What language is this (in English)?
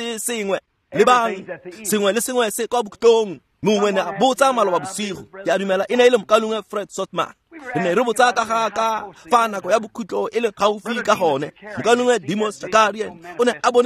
Tswana